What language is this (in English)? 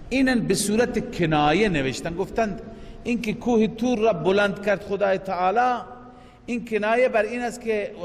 Persian